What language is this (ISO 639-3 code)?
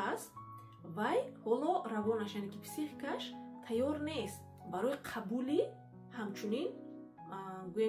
tgk